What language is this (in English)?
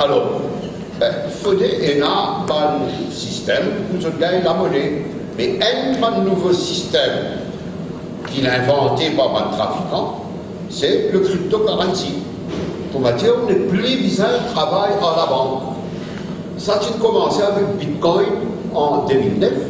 Morisyen